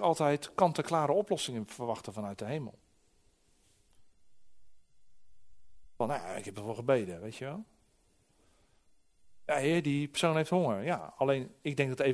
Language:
Dutch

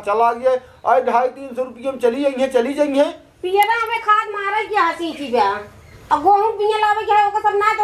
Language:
Awadhi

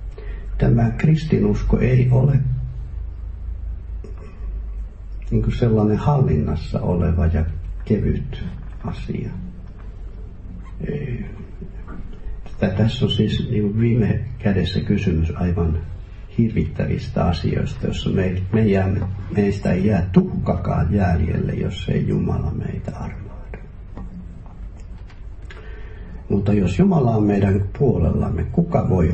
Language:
Finnish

